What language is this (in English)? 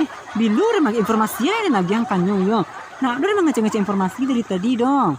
Minangkabau